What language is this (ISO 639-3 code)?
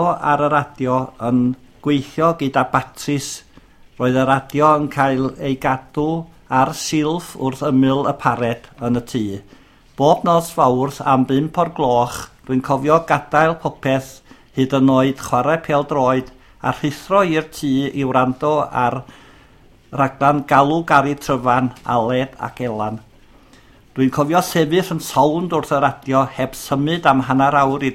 cym